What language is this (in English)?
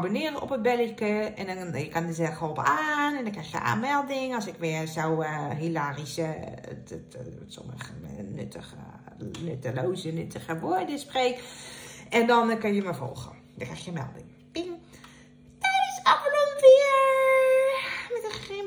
Dutch